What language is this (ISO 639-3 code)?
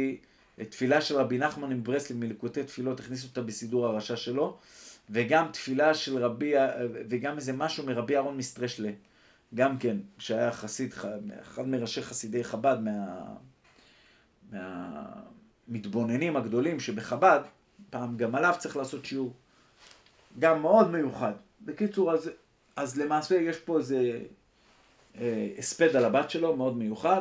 heb